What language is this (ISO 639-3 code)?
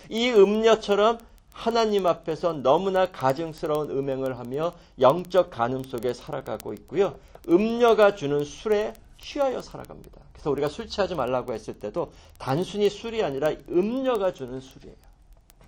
kor